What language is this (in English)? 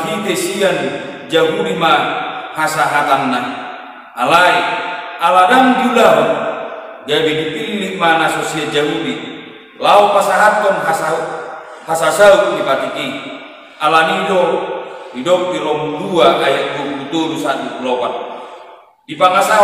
Batak Toba